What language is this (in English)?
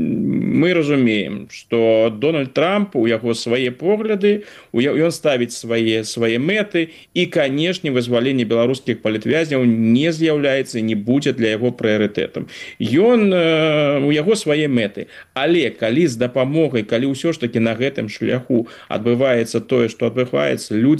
Belarusian